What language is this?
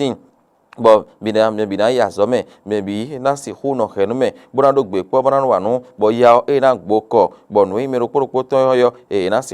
Fon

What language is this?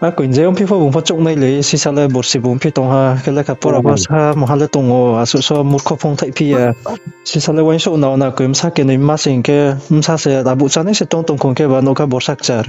Riang (India)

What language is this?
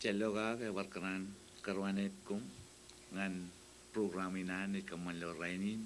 Marshallese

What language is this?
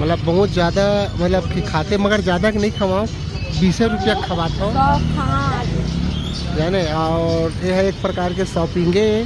Chhattisgarhi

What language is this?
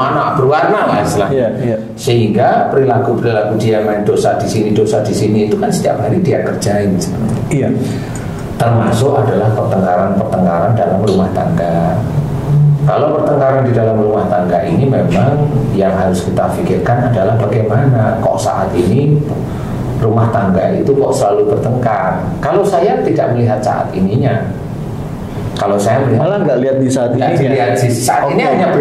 Indonesian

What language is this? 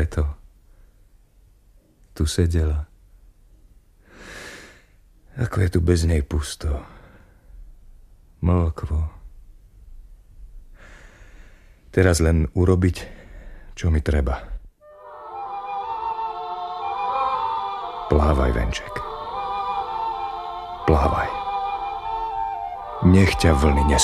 Slovak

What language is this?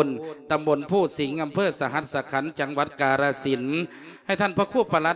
Lao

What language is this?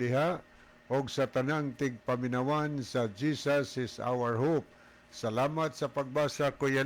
Cebuano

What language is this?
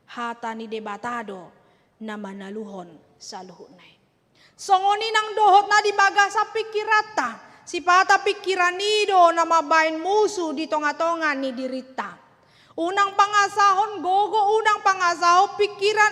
Batak Toba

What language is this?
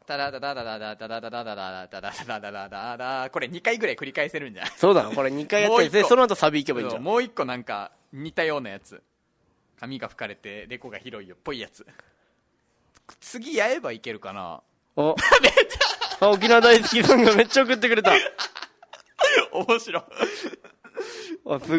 Japanese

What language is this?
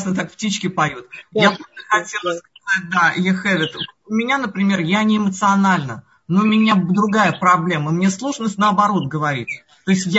Russian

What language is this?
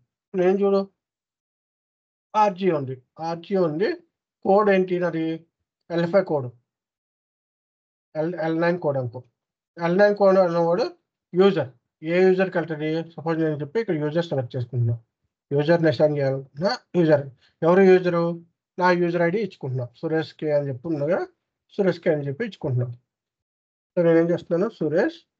Telugu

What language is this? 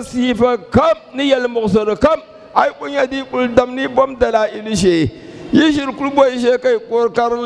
Dagbani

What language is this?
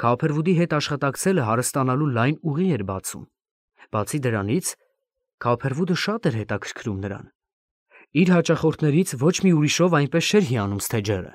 Armenian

